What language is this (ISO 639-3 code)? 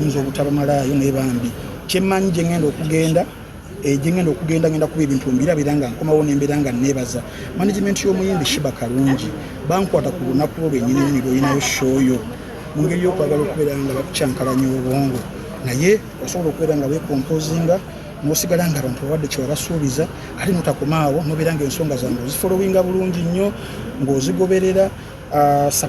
lug